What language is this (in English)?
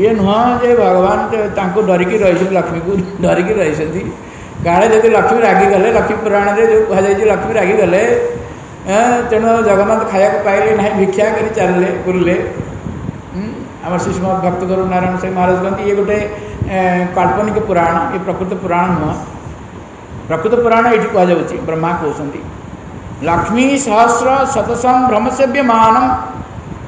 Odia